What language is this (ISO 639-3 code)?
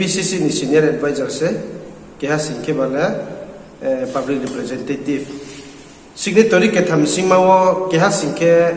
ria